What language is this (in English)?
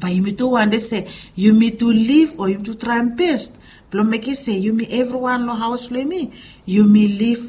Bislama